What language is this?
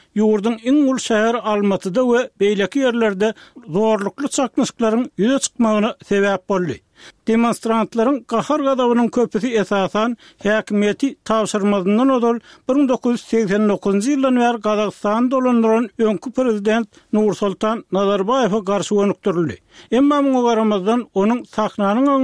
Turkmen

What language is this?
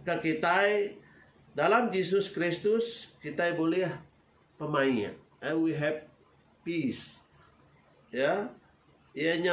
Iban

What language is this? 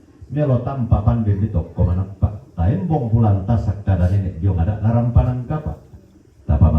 Toraja-Sa'dan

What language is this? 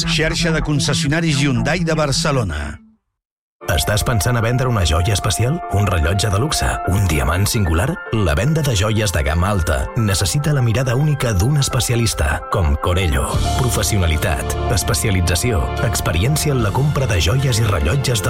Catalan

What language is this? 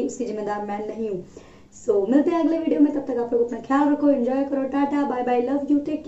Hindi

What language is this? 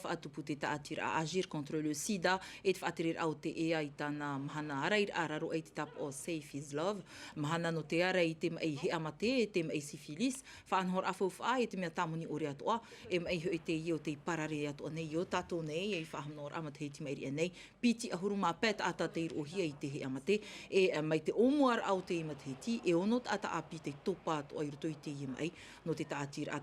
Tahitian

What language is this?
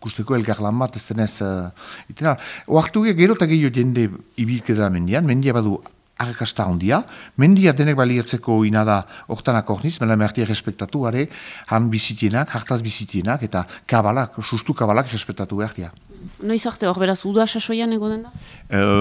Basque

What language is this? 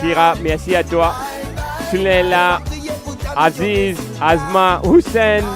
Morisyen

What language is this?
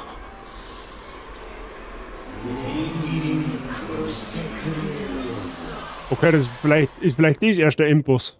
Bavarian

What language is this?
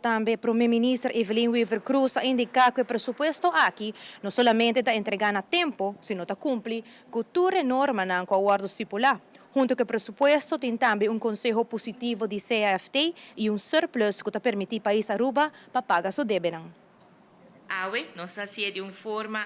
Papiamento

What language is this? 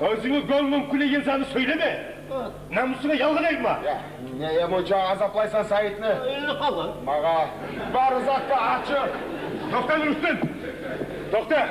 Kumyk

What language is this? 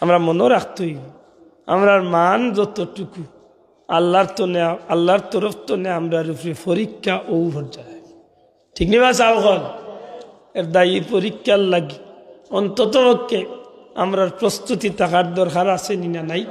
Sylheti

